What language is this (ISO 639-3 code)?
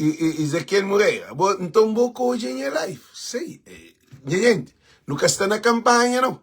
kea